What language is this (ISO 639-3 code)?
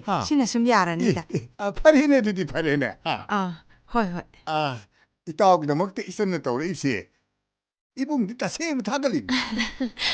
mni